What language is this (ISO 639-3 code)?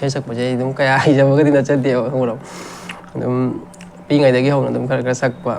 mni